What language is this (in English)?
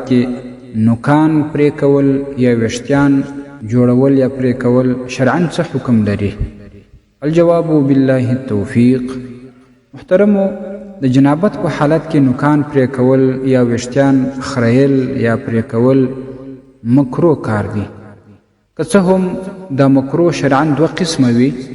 Pashto